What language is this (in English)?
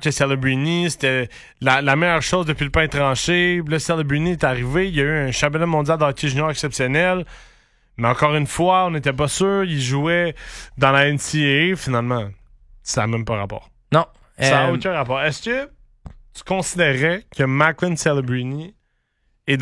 French